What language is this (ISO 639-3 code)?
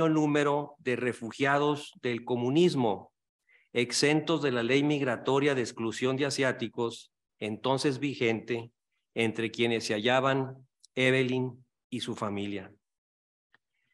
spa